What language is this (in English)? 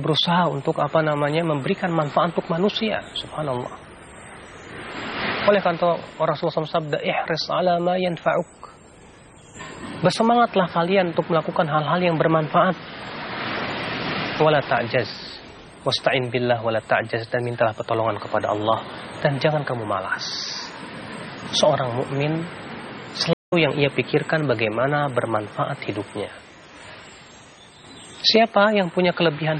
Indonesian